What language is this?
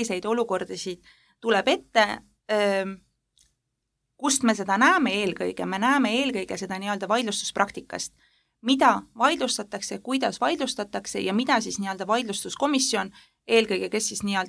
Estonian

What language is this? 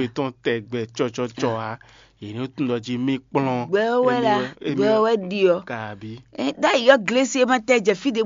Fon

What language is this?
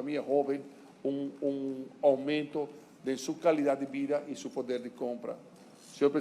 Papiamento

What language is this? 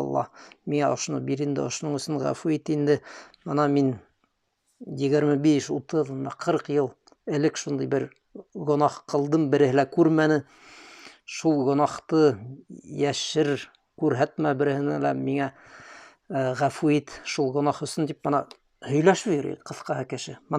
Bashkir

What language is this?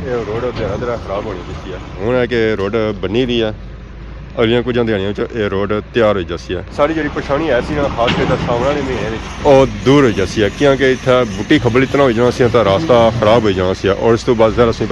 Pahari-Potwari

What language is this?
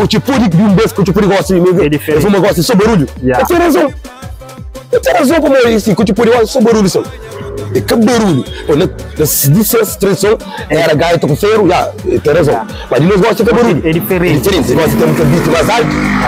Kabuverdianu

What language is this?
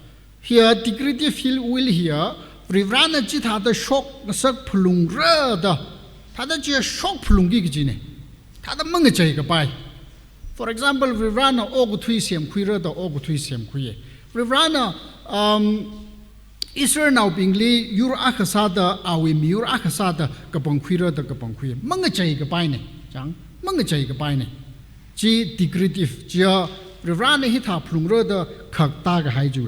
Tangkhul Naga (India)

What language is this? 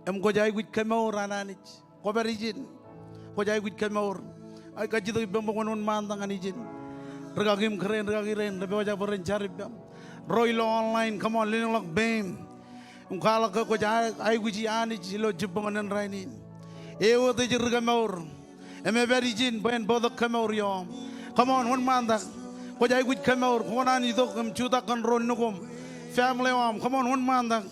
Marshallese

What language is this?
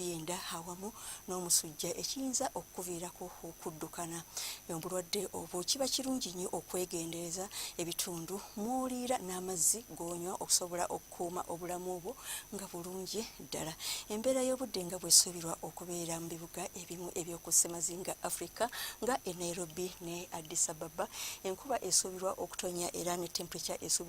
Ganda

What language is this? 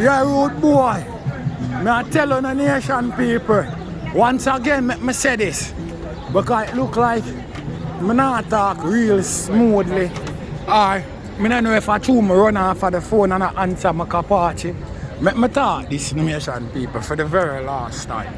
Jamaican Creole English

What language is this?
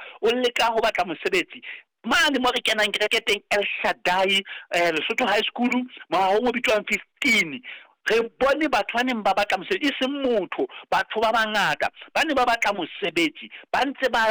Southern Sotho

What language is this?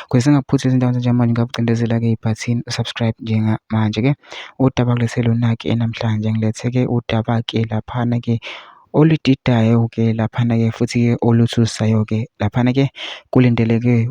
Zulu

